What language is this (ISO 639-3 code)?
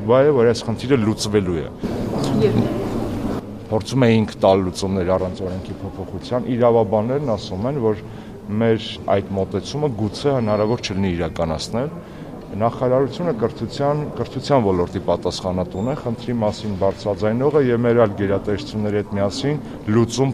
hye